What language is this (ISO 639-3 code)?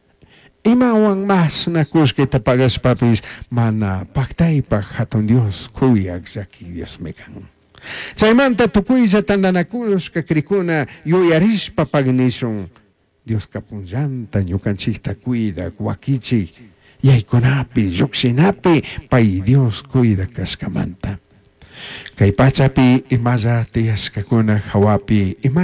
qug